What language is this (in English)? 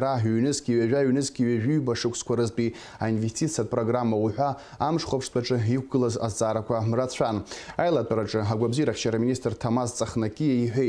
Abkhazian